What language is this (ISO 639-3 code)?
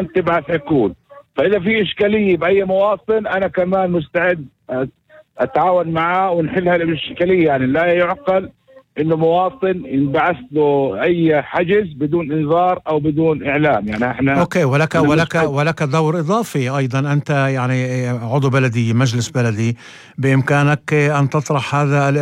apc